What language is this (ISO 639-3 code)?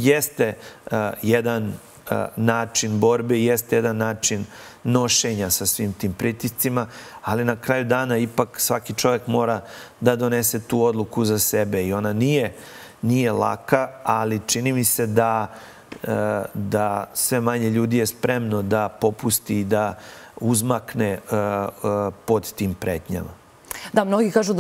srp